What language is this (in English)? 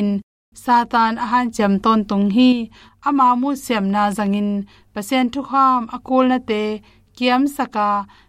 Tedim Chin